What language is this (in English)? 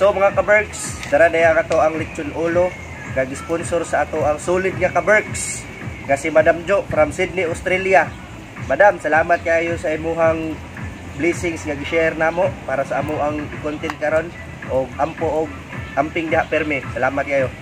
Cebuano